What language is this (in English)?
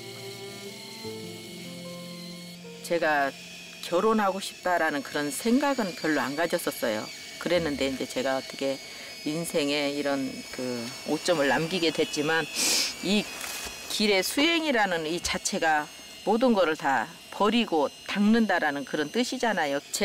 Korean